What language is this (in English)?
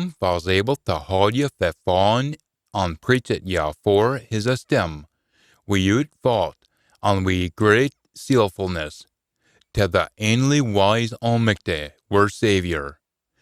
Scots